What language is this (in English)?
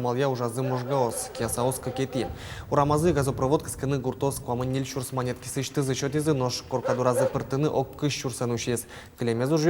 Udmurt